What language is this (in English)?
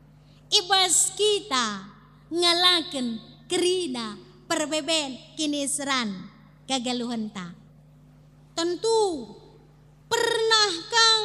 Batak Karo